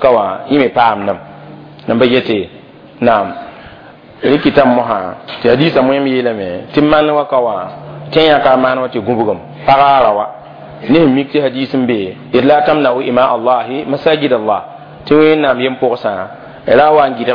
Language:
Mossi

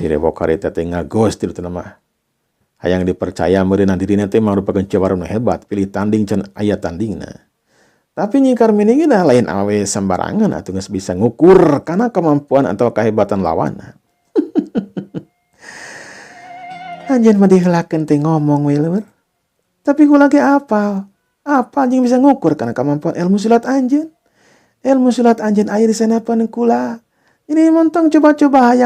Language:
Sundanese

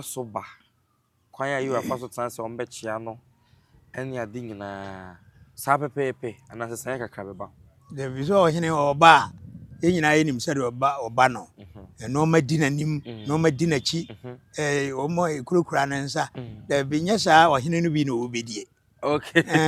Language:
Akan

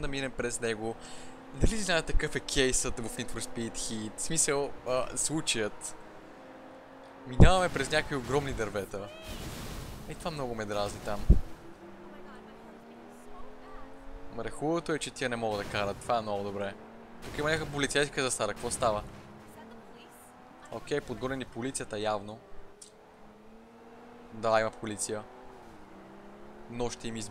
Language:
Bulgarian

